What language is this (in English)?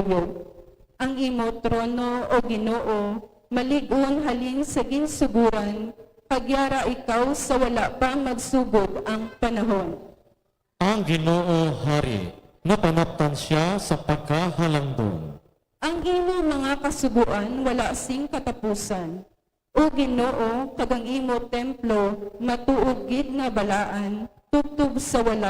Hiligaynon